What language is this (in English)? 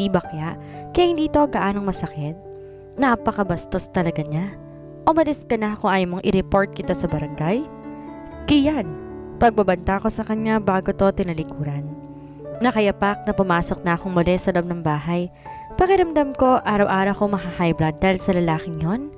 Filipino